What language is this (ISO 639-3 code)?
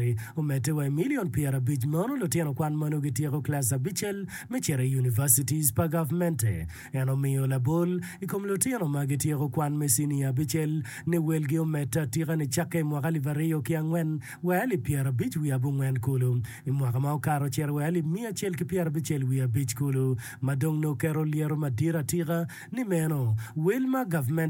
ach